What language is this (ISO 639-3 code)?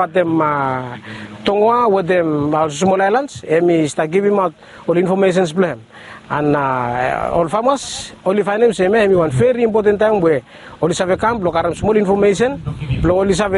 bis